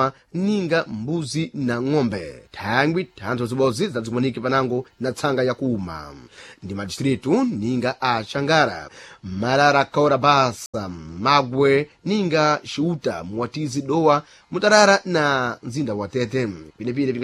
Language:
Sena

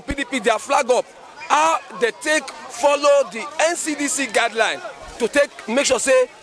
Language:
Nigerian Pidgin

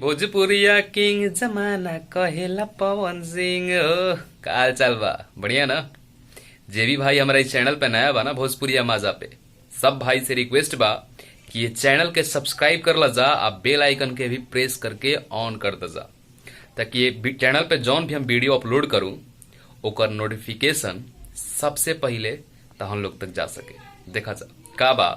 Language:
Bhojpuri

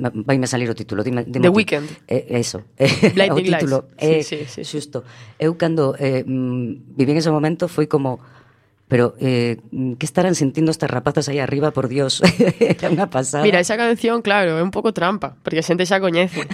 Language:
Galician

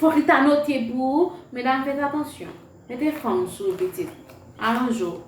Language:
Haitian Creole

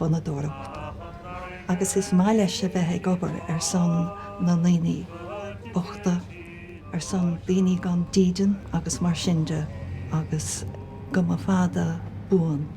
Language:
Irish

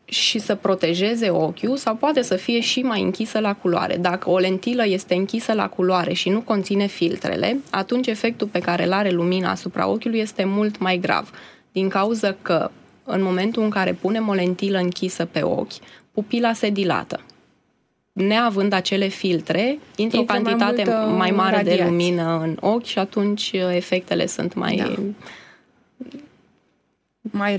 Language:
Romanian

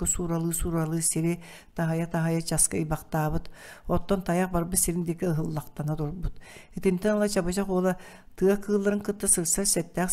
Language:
Yakut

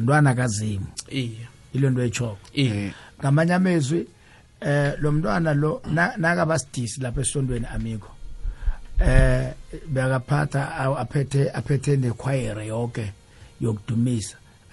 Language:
South Ndebele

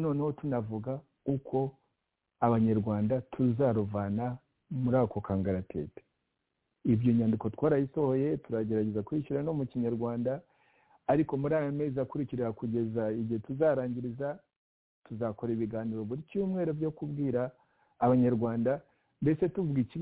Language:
Kinyarwanda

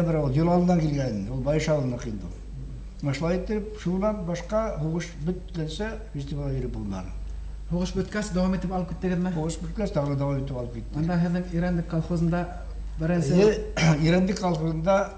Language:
Bashkir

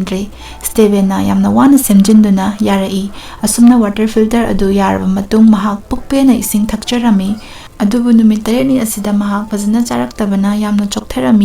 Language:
Manipuri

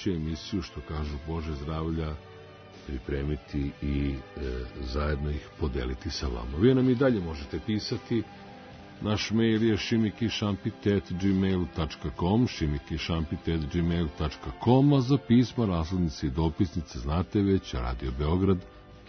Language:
Serbian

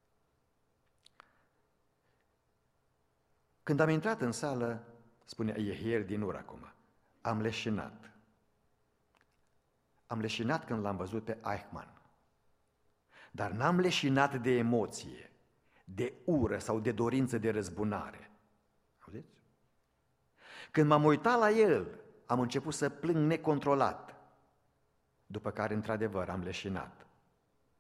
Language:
Romanian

